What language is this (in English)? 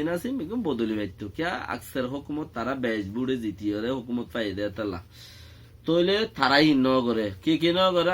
Rohingya